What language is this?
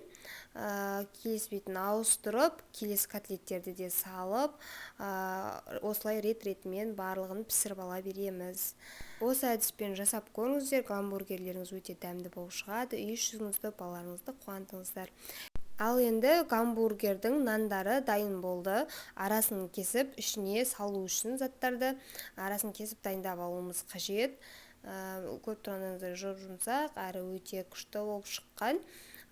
Kazakh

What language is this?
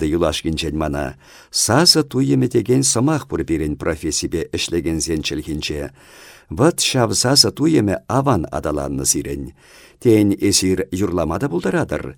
Chuvash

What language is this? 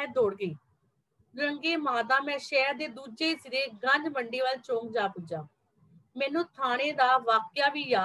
Punjabi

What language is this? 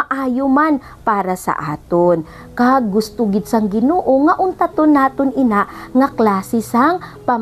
Hiligaynon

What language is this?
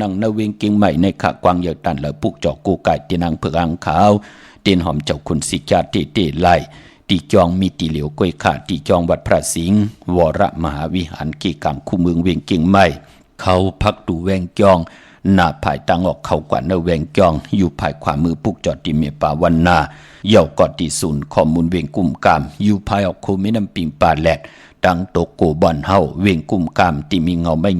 Shan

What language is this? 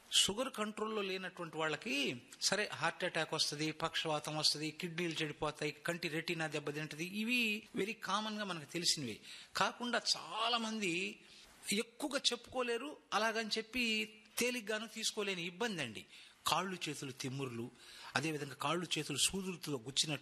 Telugu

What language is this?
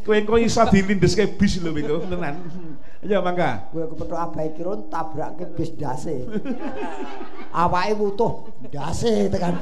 Javanese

